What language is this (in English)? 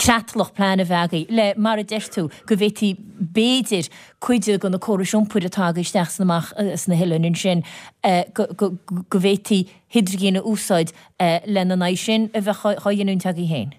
Irish